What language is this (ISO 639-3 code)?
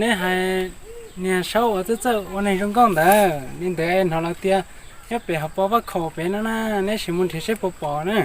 hmn